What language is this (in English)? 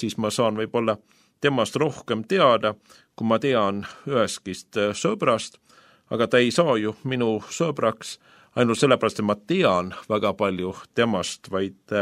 Estonian